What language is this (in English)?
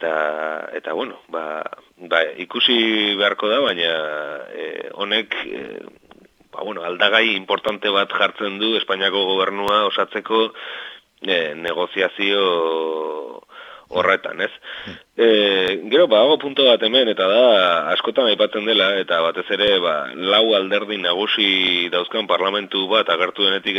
Basque